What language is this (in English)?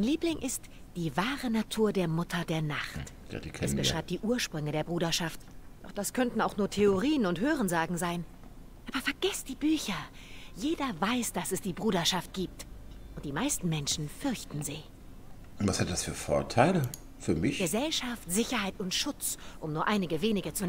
German